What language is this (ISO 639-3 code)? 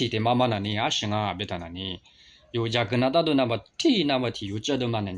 lis